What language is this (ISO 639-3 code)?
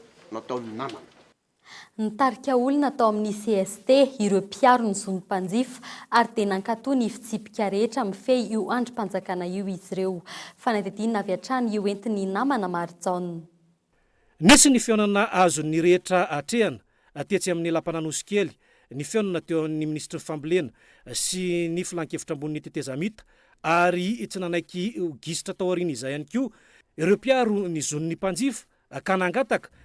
mlg